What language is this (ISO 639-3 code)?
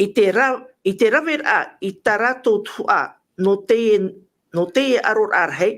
tah